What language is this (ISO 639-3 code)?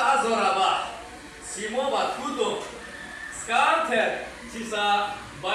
ria